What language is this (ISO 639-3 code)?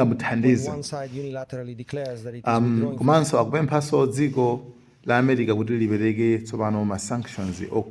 nya